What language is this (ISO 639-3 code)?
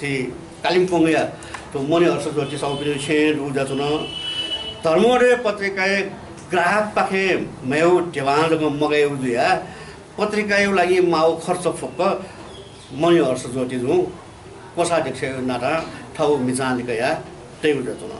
new